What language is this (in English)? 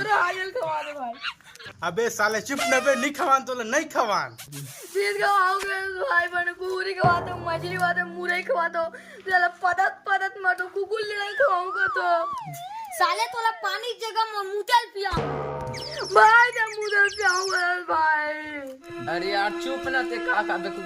Chhattisgarhi